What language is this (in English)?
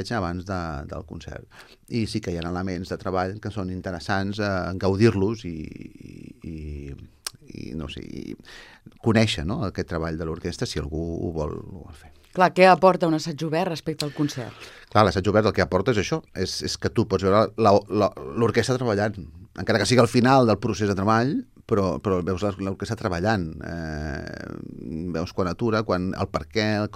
Catalan